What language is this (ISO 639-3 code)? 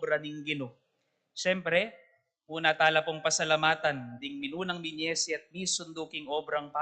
pam